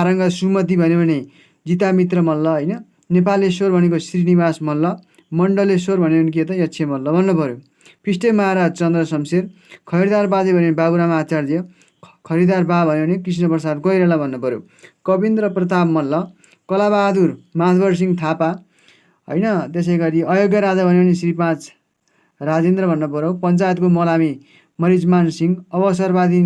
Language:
Nepali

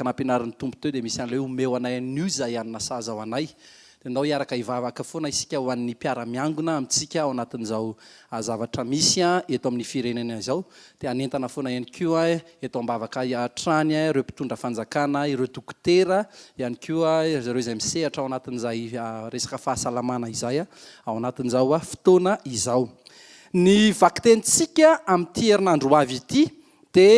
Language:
Malagasy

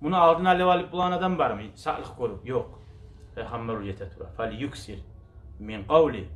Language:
Kumyk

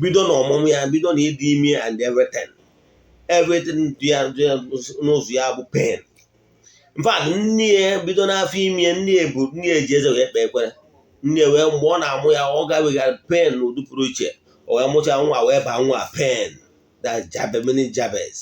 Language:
Igbo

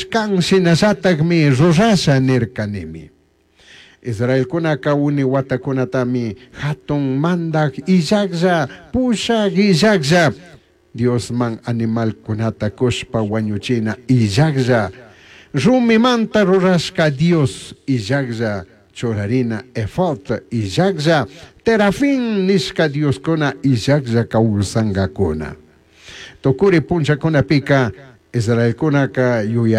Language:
Chimborazo Highland Quichua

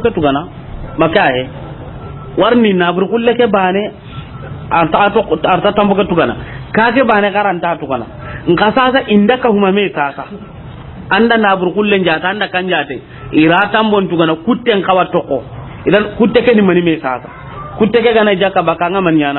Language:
Soninke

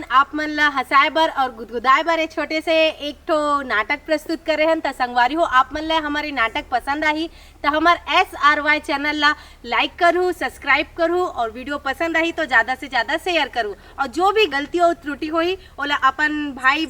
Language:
Chhattisgarhi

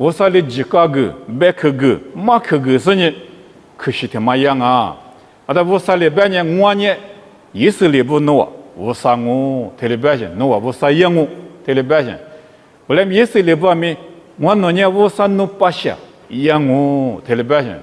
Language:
Lisu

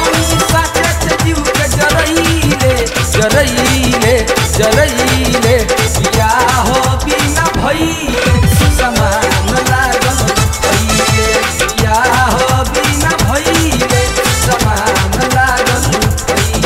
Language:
Bhojpuri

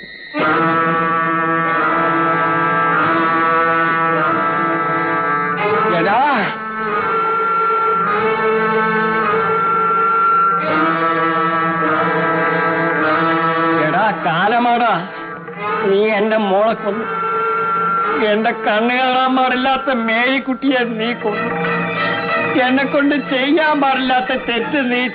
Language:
Malayalam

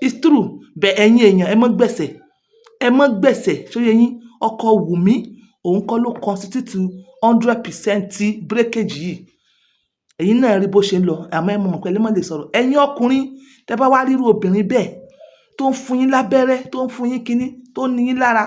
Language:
Yoruba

